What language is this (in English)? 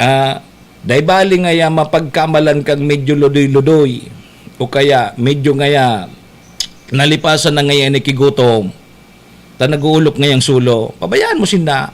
Bikol